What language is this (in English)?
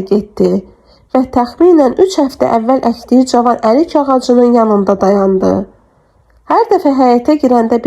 Azerbaijani